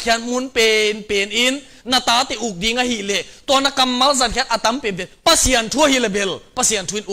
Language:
Tedim Chin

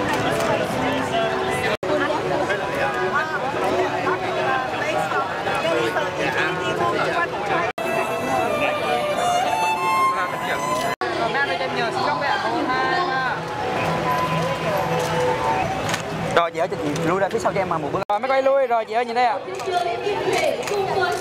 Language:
Vietnamese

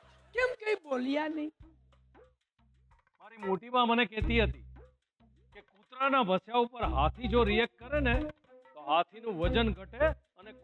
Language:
Gujarati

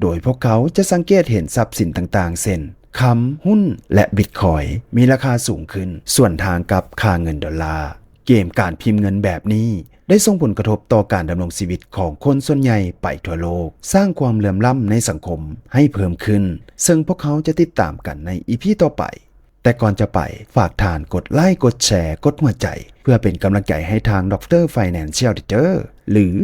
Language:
Lao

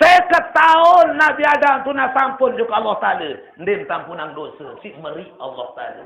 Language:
Sasak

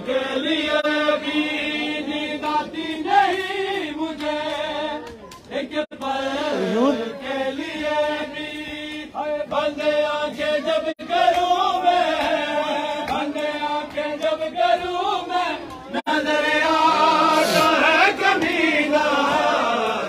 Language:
Hindi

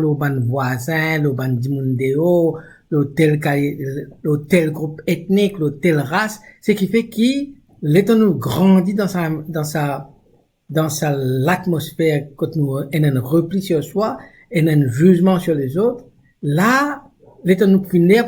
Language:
Morisyen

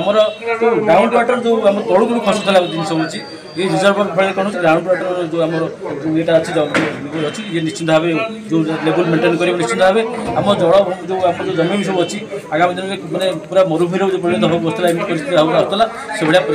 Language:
Odia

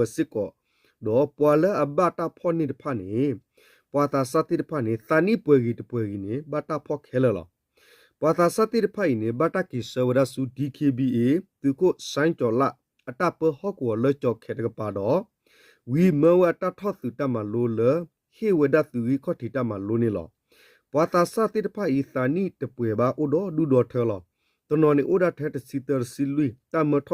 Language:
S'gaw Karen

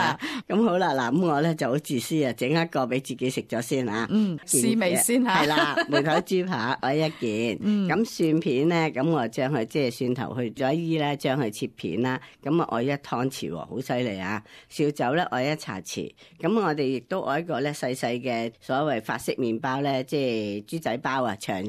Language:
Cantonese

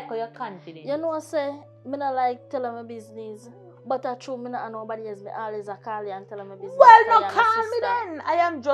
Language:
Jamaican Creole English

